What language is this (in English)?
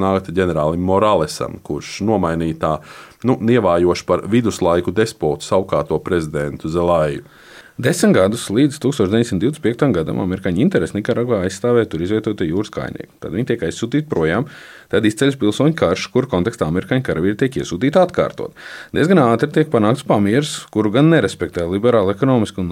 Latvian